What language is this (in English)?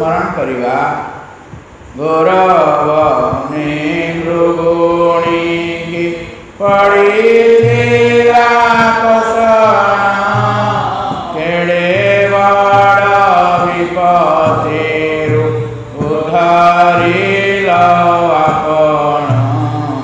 Odia